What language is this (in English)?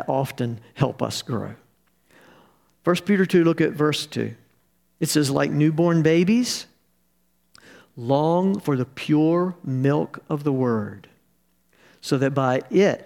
English